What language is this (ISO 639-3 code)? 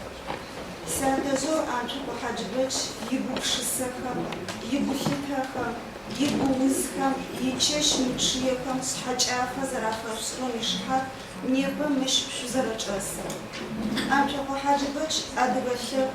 ady